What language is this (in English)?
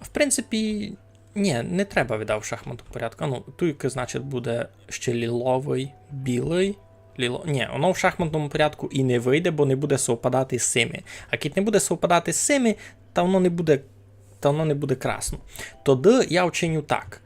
Rusyn